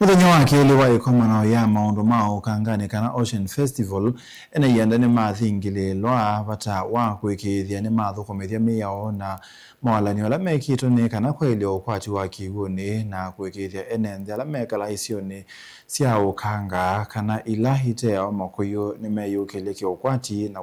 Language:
Kamba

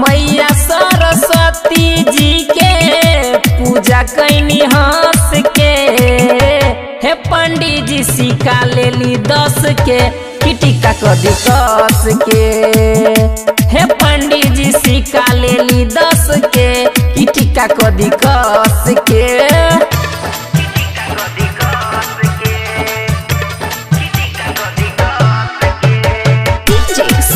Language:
Bhojpuri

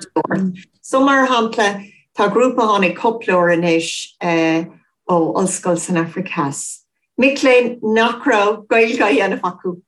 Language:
Irish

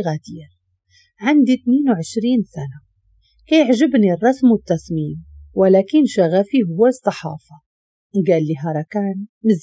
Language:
Moroccan Arabic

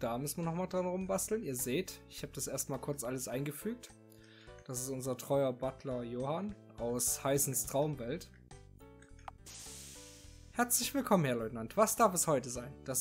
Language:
German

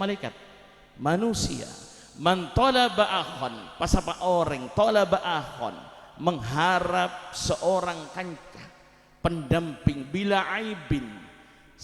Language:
Madurese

